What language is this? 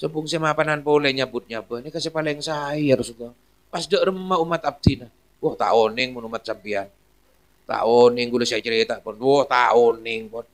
Madurese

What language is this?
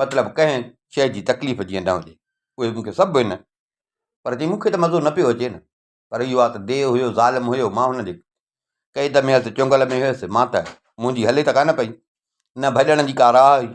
Sindhi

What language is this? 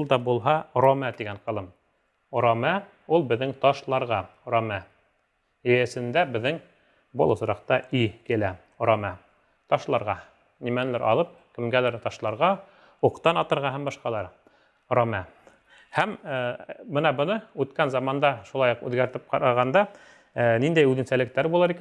Bashkir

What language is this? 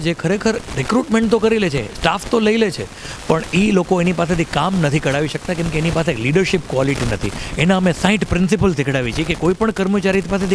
Gujarati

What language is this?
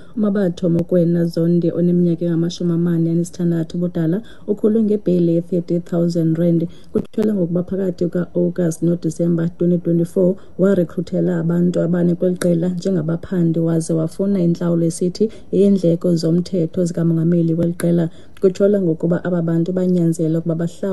Xhosa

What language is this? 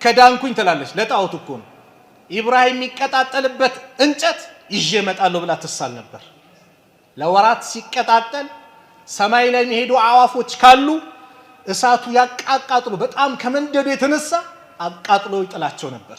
Amharic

